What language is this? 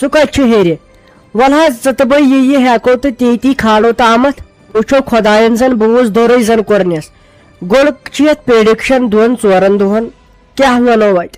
Kashmiri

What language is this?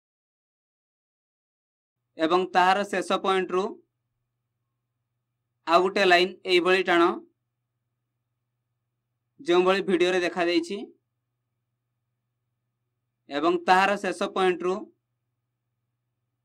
Odia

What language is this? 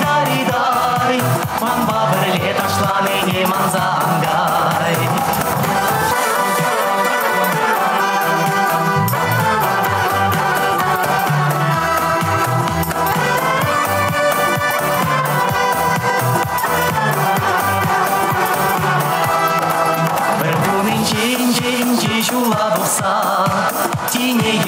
Chuvash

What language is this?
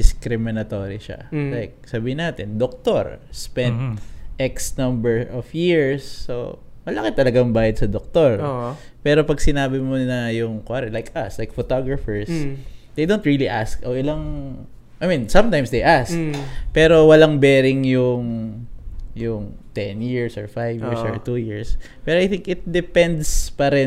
Filipino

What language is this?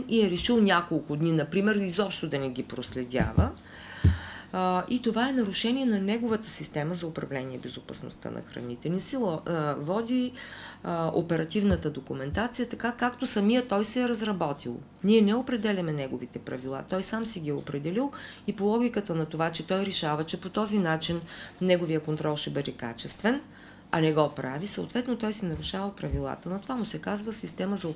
Bulgarian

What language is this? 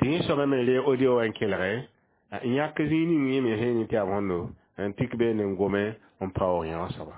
Mossi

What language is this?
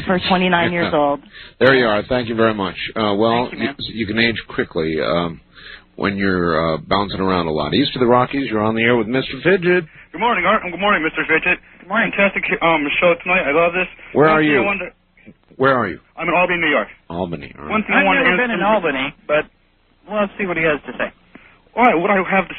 English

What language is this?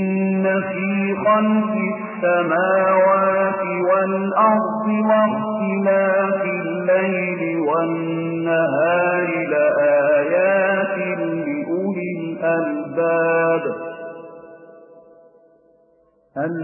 Arabic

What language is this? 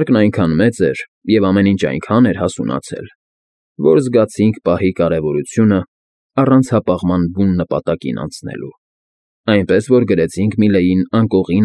Armenian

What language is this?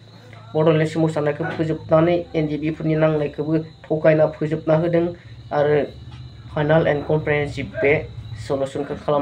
Bodo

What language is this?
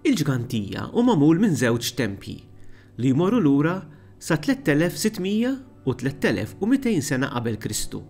Maltese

